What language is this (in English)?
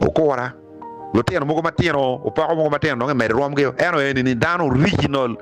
Acoli